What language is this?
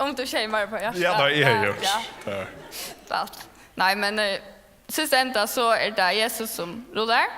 Faroese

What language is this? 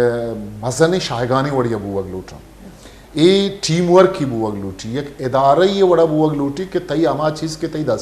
Baluchi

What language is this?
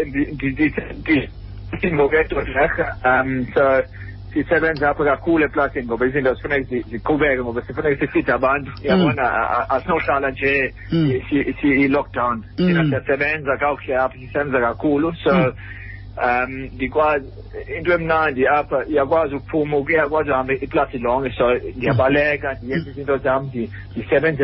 Xhosa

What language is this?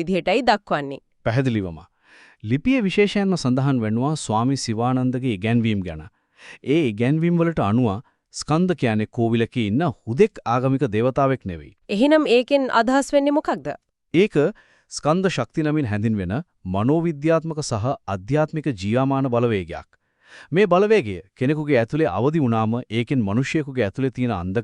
Sinhala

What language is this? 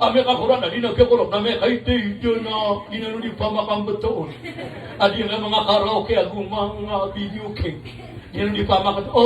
Maranao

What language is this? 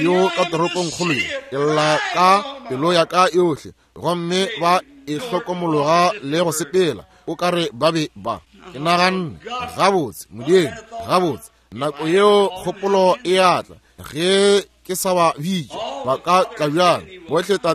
Northern Sotho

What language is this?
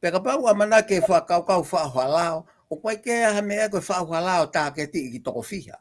Tongan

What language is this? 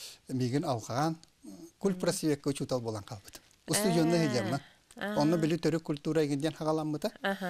Yakut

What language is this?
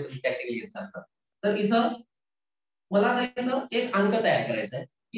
Marathi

